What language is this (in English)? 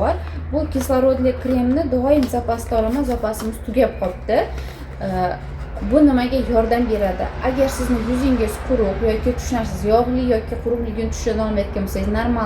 Uzbek